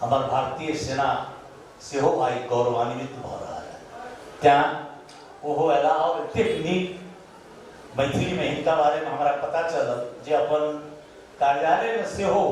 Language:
Maithili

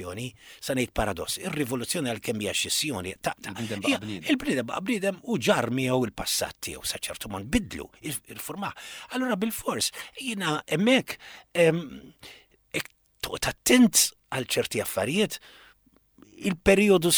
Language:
Maltese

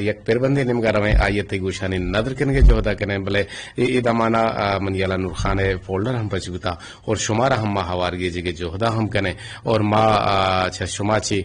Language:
Eastern Balochi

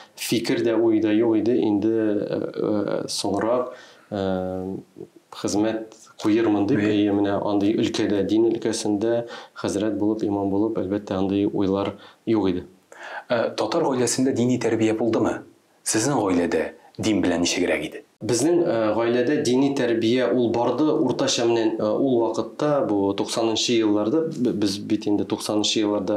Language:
Tatar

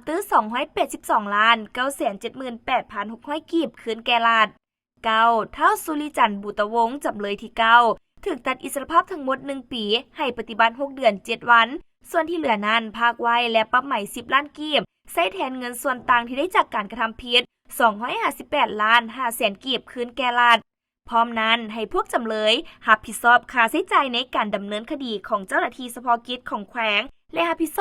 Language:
Lao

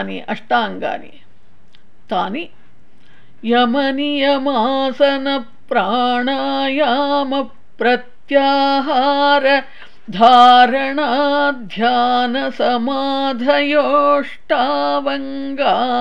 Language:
Sanskrit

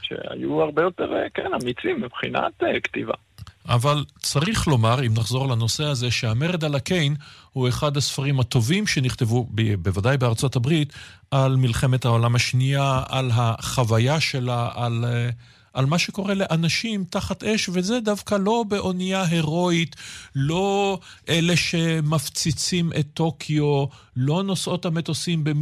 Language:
Hebrew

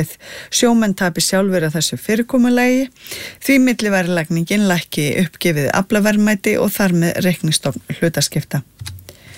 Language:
Icelandic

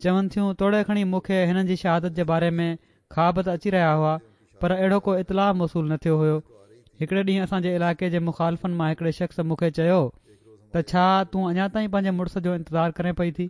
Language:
Sindhi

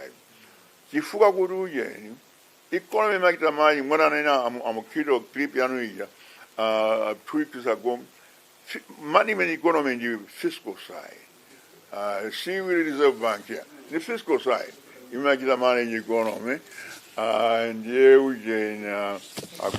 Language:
Nyanja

